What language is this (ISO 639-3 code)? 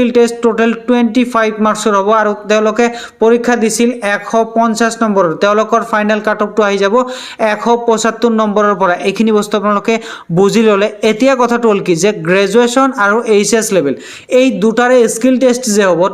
asm